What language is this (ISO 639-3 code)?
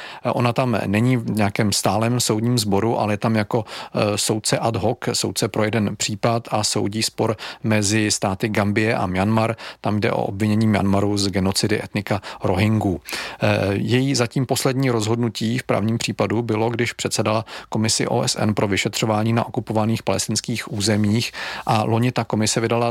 ces